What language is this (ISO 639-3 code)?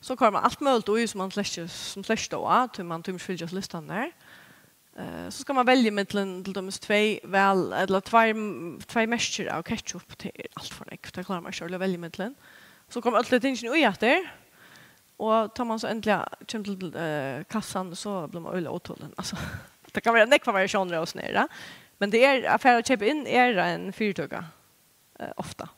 fao